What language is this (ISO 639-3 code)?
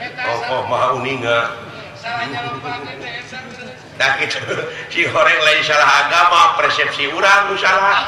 sun